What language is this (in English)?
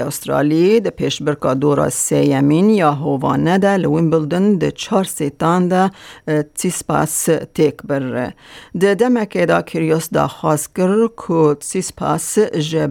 Kurdish